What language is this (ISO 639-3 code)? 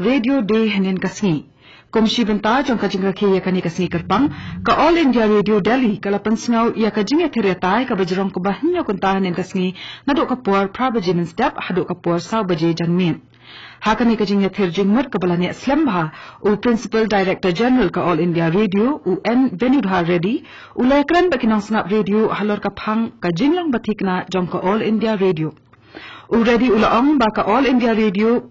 kha